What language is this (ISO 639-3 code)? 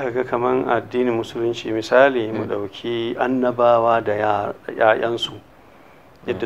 hau